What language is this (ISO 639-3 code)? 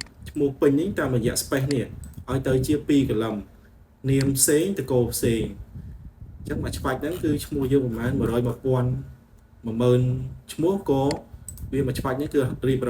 khm